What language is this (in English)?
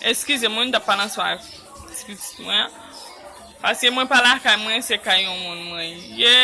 Haitian Creole